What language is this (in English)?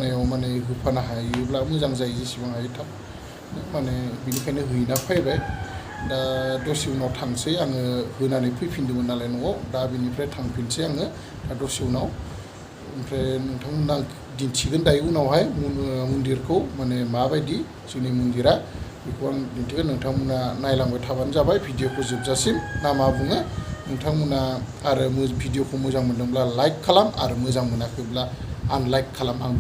Bodo